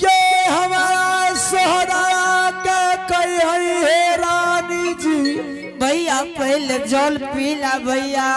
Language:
Angika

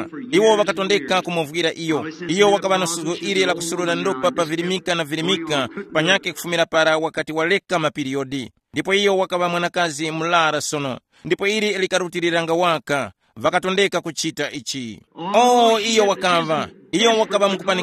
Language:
Tumbuka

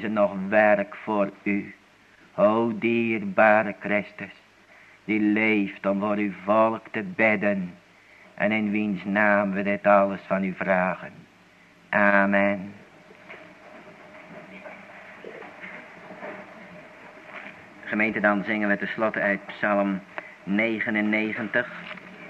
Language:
Dutch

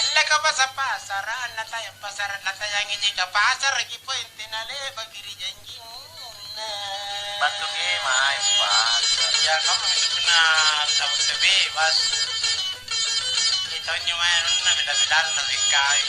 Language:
Makasar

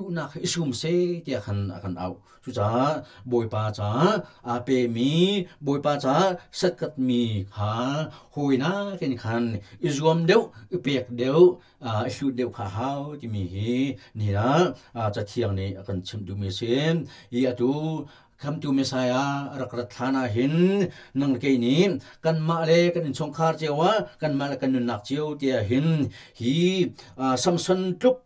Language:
Hakha Chin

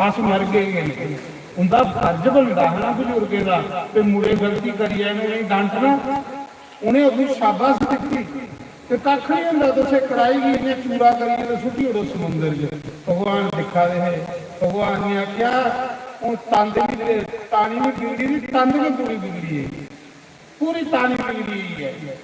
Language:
Dogri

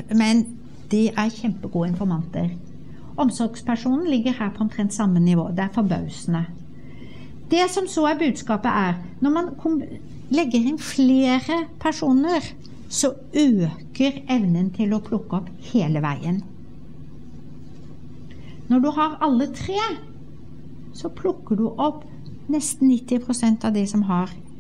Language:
Norwegian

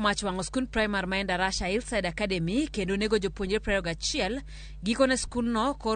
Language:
Luo (Kenya and Tanzania)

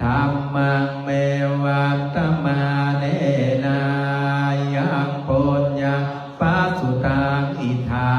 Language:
Pali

